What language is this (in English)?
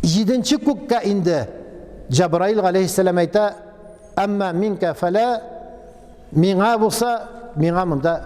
Tatar